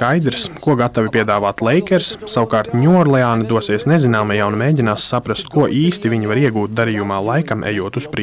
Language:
Latvian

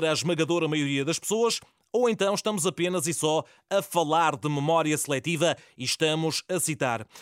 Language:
Portuguese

